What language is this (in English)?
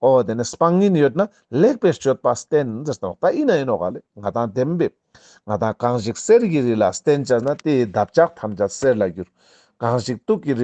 Ladakhi